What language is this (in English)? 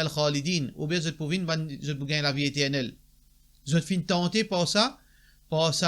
Morisyen